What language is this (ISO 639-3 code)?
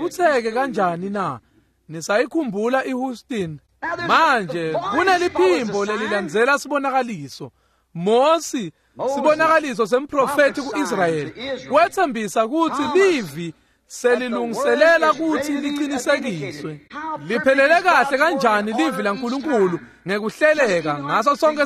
ssw